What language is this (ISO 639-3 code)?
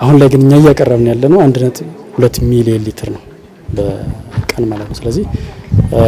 amh